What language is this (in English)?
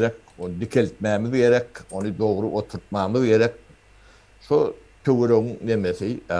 Turkmen